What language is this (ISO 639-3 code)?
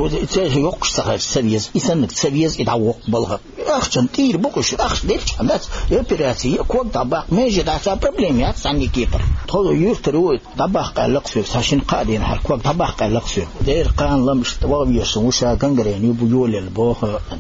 che